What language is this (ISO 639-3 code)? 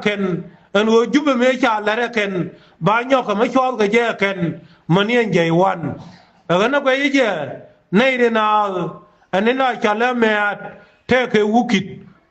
nus